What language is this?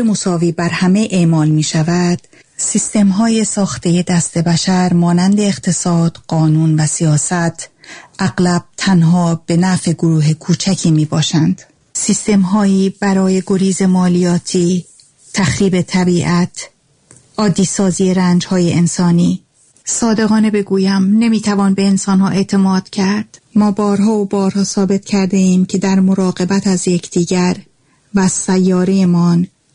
Persian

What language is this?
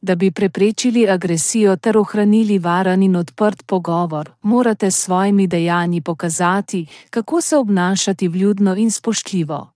Slovenian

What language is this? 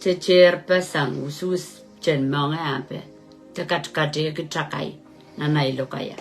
Pohnpeian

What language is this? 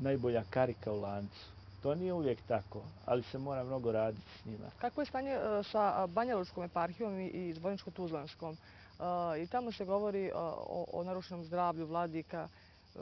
Bosnian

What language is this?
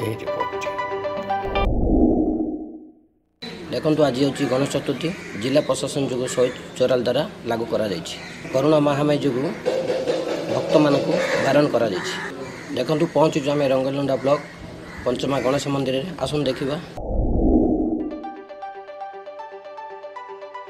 Odia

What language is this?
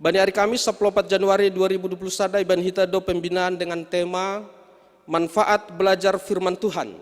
Batak Simalungun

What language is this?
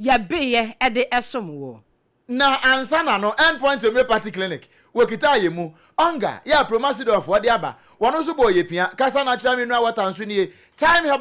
Akan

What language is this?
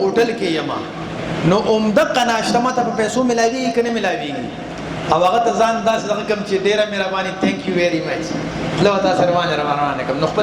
Pashto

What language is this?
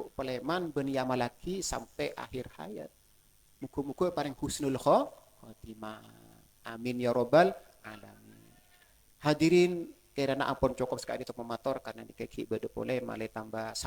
Madurese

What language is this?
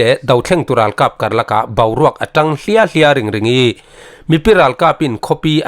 Falam Chin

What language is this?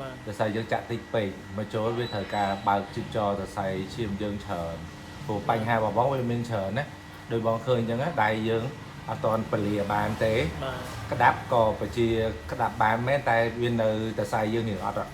Khmer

